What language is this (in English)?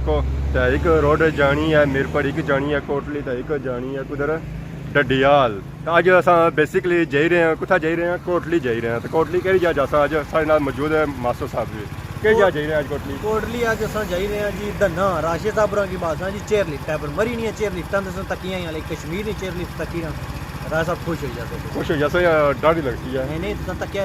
Pahari-Potwari